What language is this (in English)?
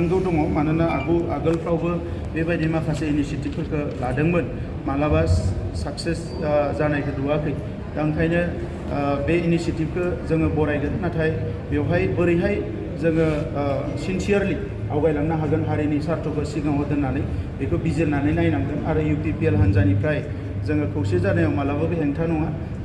Bodo